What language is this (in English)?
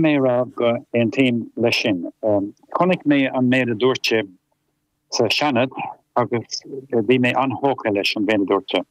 Irish